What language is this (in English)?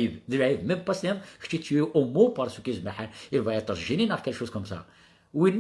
Kabyle